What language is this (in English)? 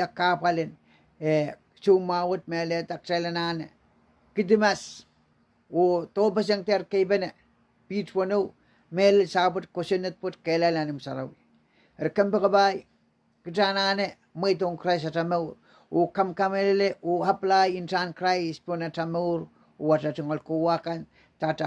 Pohnpeian